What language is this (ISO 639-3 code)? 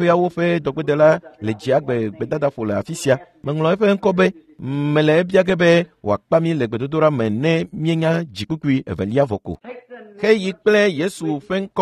ewe